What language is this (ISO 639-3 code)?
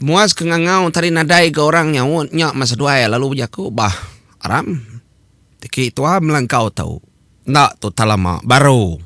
iba